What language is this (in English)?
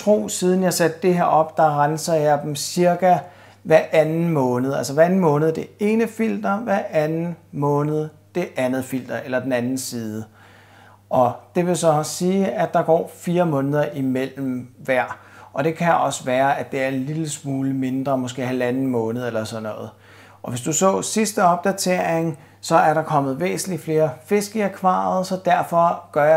Danish